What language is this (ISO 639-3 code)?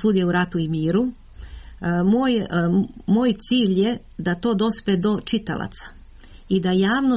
srp